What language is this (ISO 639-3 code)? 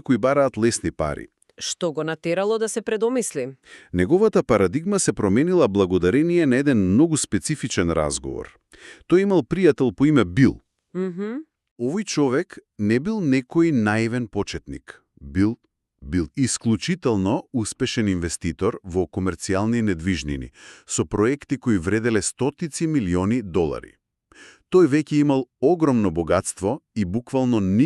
mkd